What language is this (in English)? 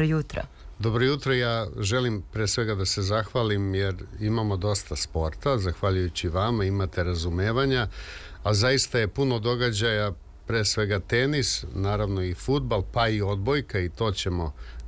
Serbian